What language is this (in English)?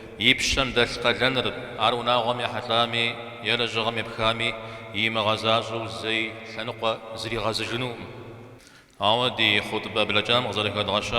Kabardian